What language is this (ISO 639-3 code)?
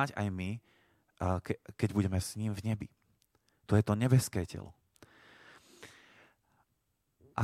slk